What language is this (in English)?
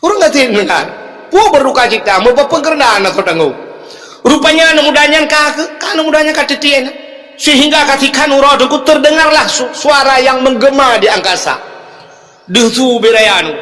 Achinese